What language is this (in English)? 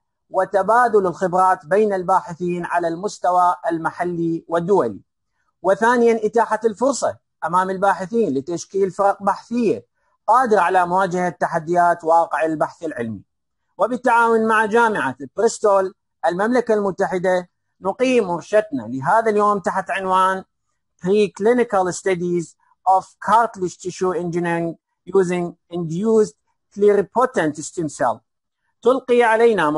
Mesopotamian Arabic